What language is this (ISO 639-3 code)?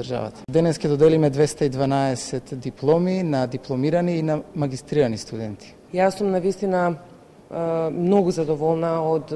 mkd